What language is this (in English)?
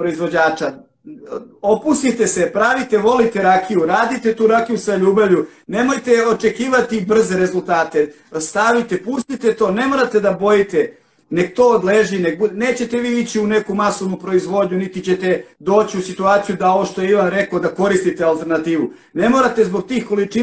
Serbian